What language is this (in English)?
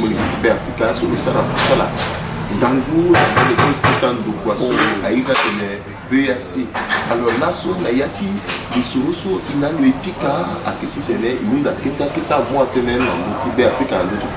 Sango